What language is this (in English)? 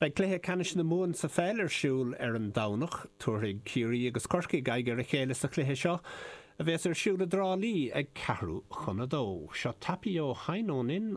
Irish